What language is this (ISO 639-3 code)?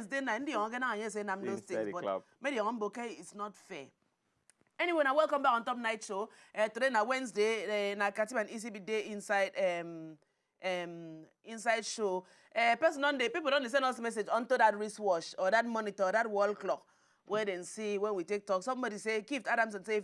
pcm